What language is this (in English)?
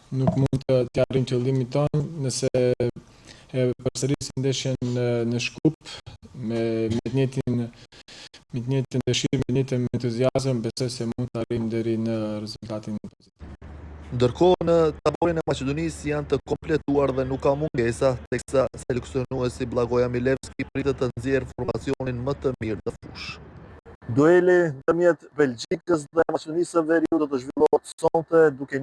Albanian